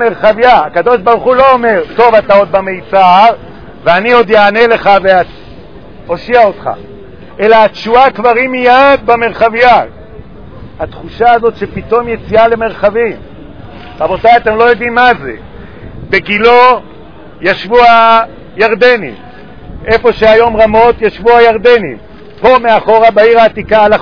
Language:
Hebrew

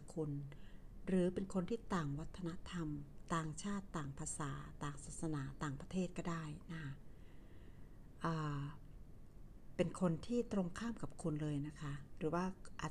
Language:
Thai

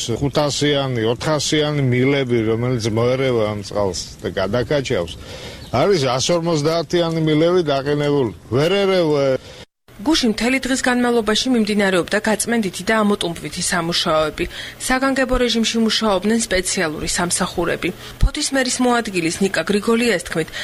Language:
Georgian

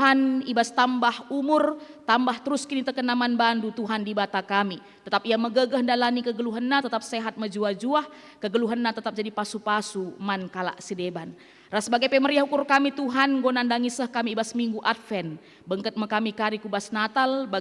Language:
Batak Karo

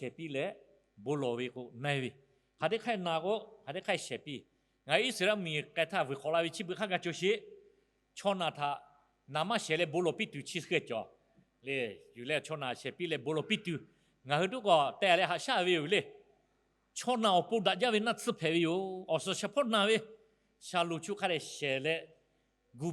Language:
Lahu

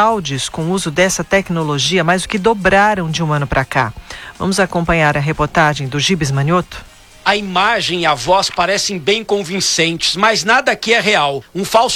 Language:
Portuguese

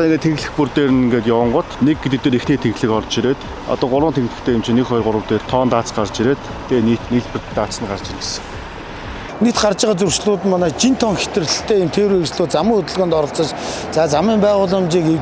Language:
Mongolian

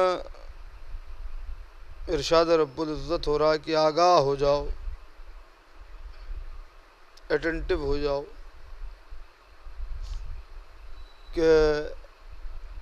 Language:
Urdu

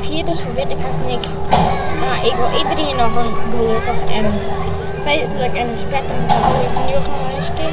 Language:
Western Frisian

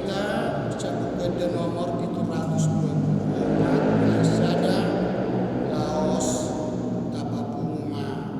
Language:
Batak Toba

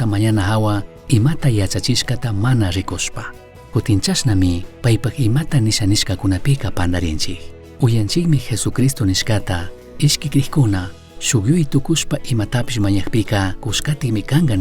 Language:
Chimborazo Highland Quichua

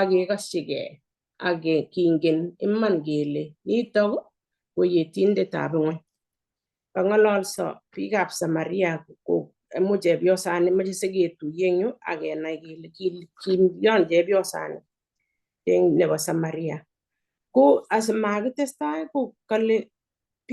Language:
Kalenjin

